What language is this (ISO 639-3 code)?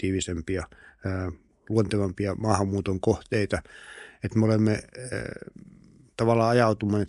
fin